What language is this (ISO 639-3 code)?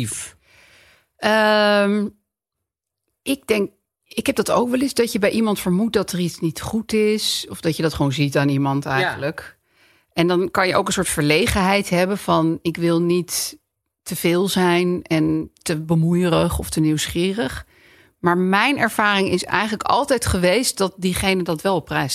nld